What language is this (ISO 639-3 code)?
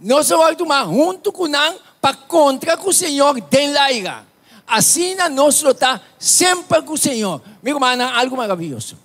pap